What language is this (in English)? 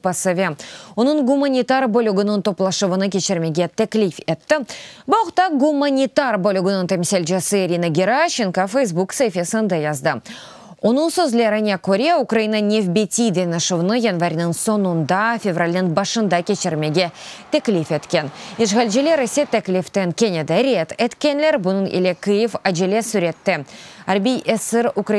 Crimean Tatar